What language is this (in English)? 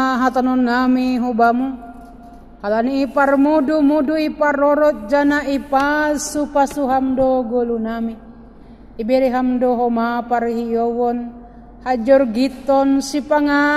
Batak Simalungun